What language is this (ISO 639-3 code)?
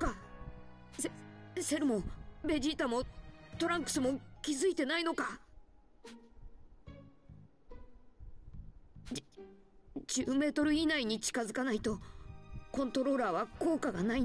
jpn